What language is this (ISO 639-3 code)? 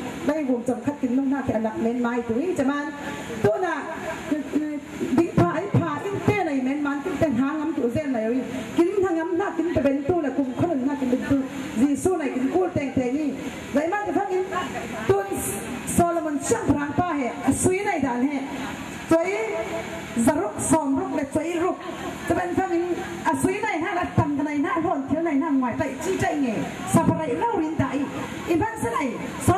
cfm